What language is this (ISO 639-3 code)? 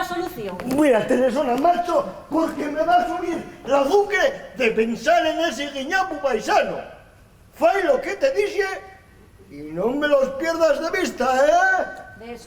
ast